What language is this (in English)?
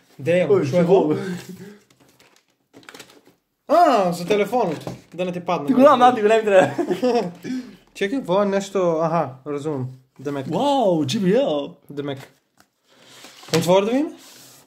Macedonian